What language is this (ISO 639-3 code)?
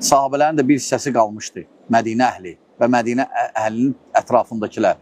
aze